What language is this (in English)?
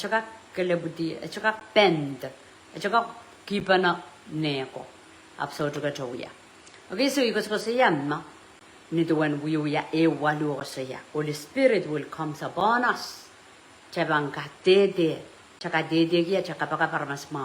Pohnpeian